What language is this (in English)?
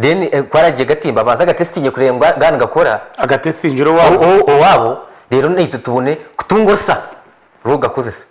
Nyankole